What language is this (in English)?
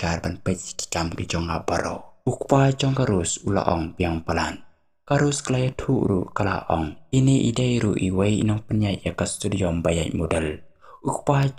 Khasi